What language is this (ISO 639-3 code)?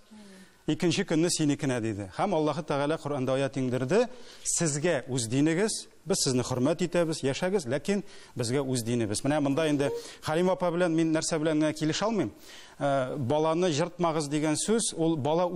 tat